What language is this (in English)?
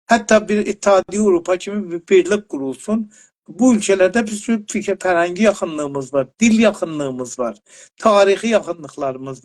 South Azerbaijani